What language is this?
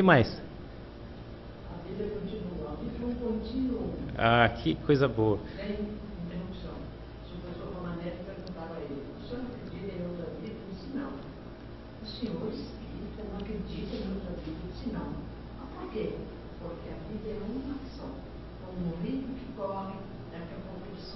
Portuguese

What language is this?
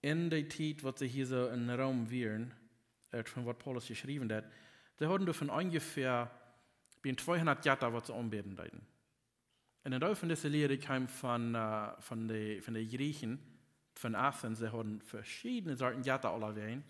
Plautdietsch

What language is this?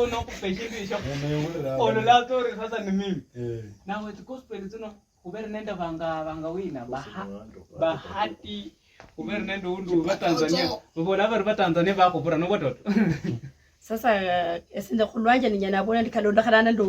Luyia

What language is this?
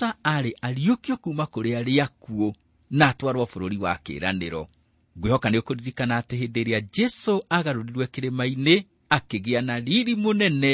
Kikuyu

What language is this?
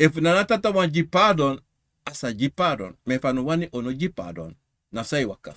Sranan Tongo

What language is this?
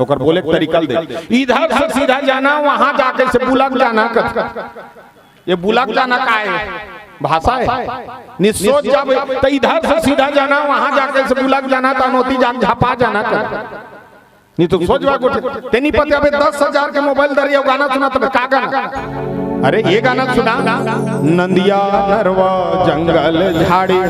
Chhattisgarhi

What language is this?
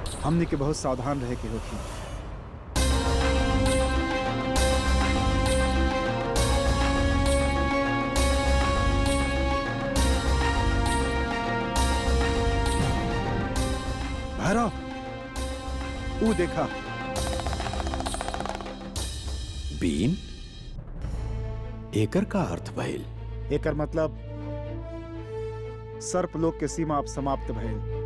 Bhojpuri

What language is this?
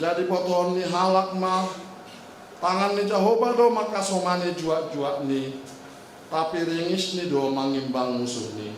Batak Simalungun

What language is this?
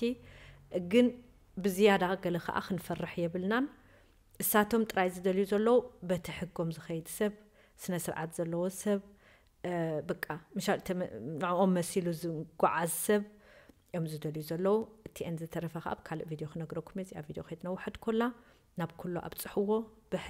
Tigrinya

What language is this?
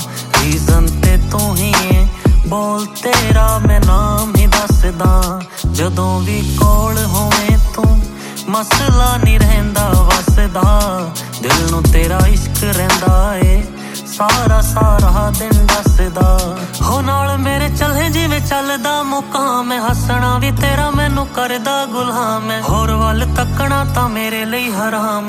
Punjabi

